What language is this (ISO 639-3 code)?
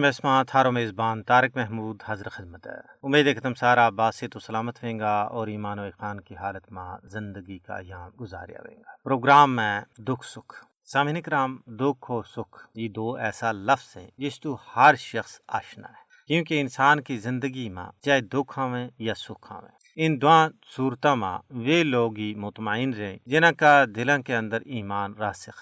gju